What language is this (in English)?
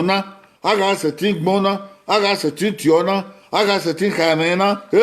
Bini